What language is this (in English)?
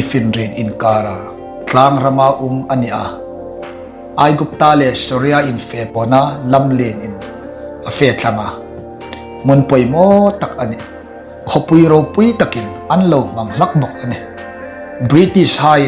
Hmar